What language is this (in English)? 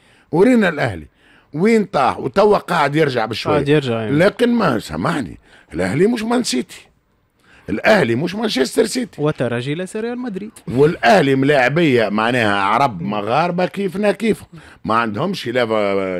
Tunisian Arabic